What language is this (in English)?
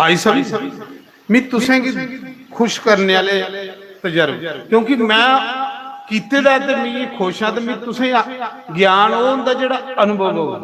Dogri